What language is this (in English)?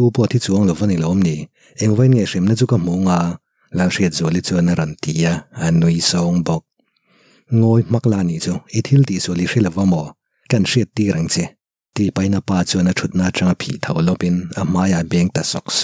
Mizo